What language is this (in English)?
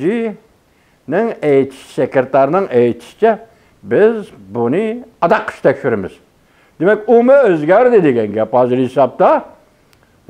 Uyghur